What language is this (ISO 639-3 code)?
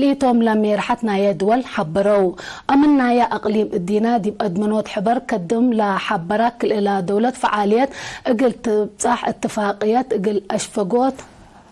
tig